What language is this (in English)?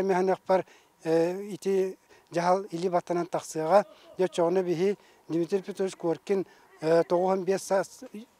Yakut